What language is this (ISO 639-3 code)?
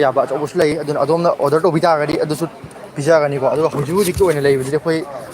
mni